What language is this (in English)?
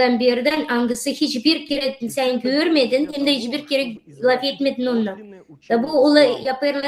Gagauz